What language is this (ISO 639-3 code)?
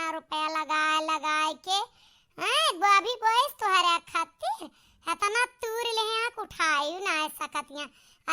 awa